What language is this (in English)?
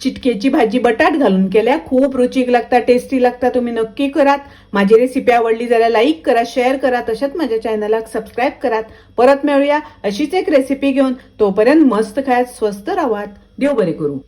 Konkani